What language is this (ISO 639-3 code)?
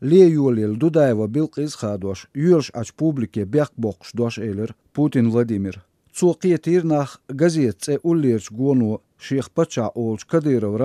che